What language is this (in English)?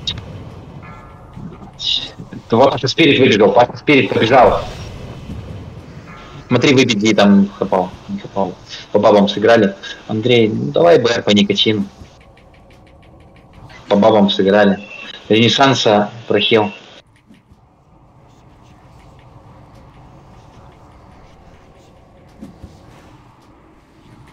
Russian